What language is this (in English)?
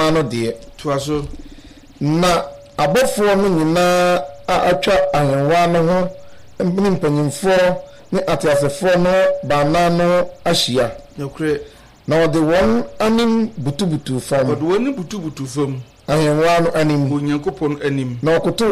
Akan